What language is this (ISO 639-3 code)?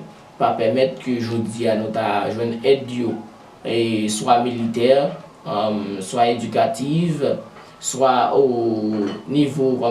hat